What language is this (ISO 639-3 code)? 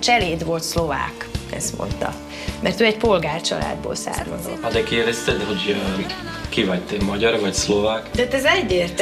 hun